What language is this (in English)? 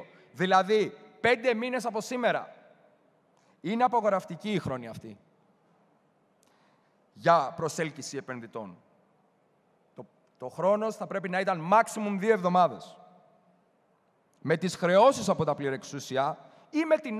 Greek